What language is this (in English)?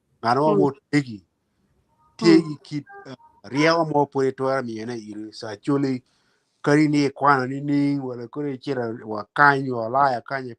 Acoli